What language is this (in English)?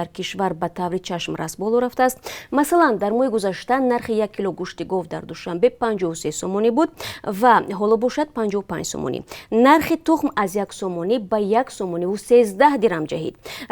Tajik